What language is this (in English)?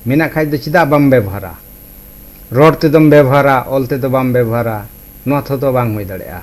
Santali